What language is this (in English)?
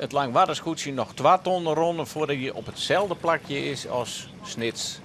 Western Frisian